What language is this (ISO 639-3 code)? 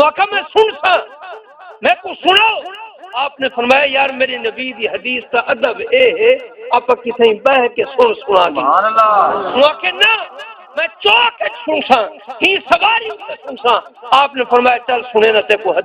skr